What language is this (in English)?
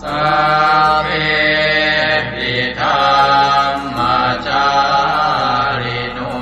Pali